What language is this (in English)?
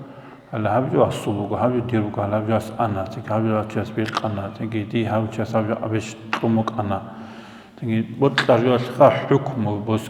Avaric